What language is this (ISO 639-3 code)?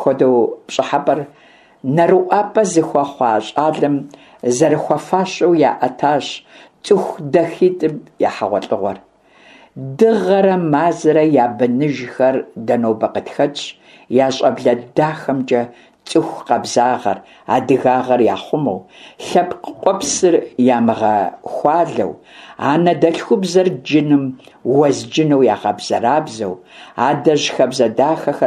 kbd